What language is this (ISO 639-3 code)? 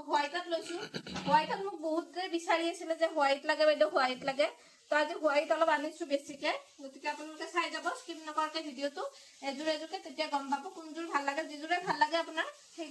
asm